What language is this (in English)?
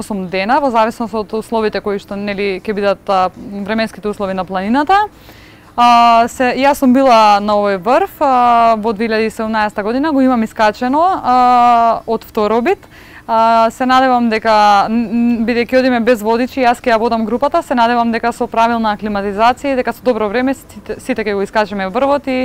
Macedonian